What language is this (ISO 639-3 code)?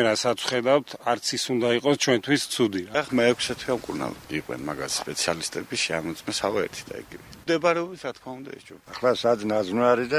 kat